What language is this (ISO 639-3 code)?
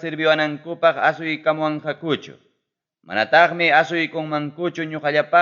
quy